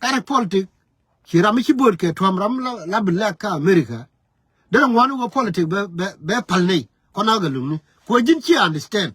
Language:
Nuer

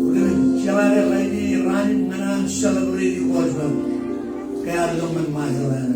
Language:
Marshallese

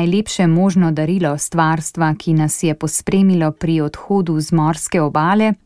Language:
Slovenian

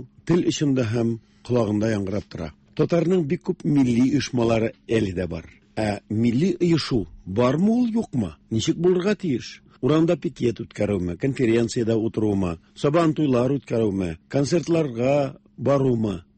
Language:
Tatar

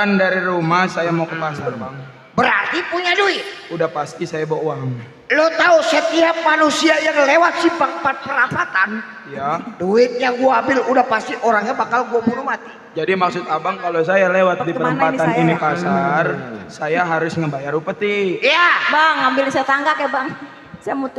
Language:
Betawi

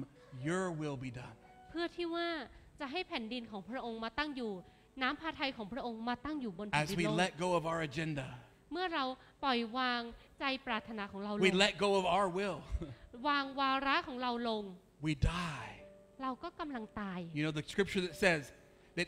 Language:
Thai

